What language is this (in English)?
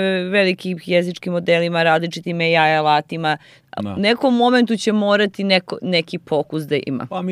Serbian